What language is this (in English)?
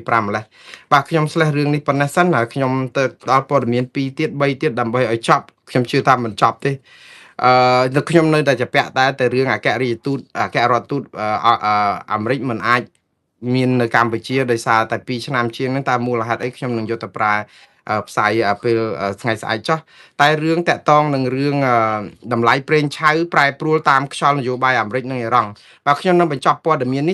Khmer